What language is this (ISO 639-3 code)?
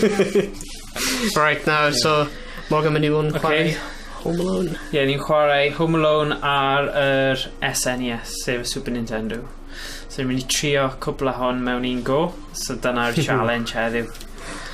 cym